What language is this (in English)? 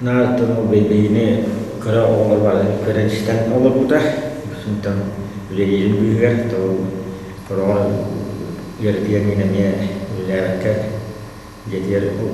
Yakut